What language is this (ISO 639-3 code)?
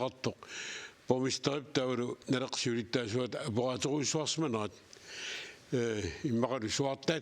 kal